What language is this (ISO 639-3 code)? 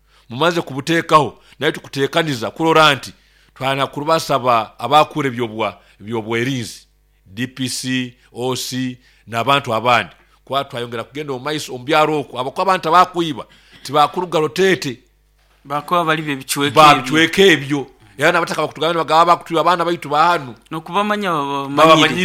nyo